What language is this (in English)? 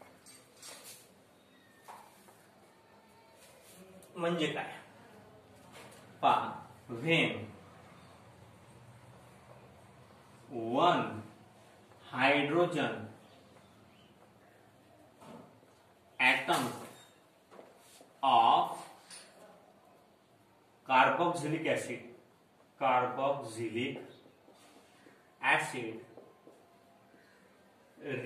Marathi